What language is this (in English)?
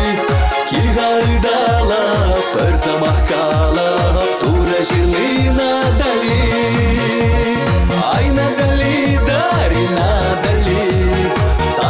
Chuvash